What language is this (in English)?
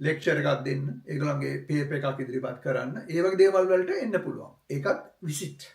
Sinhala